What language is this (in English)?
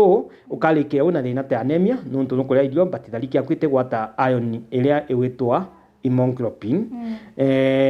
Meru